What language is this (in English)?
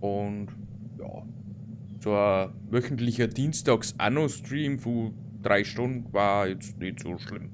Bavarian